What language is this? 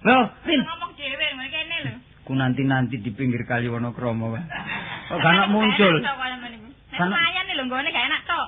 Javanese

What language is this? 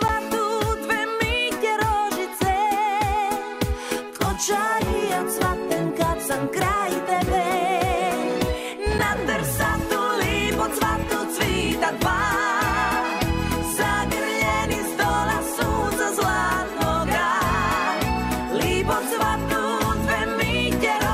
Croatian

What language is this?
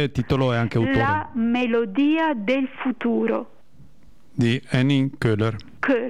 Italian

